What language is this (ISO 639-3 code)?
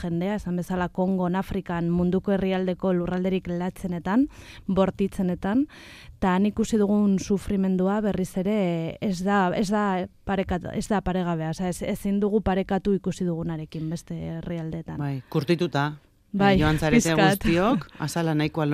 eus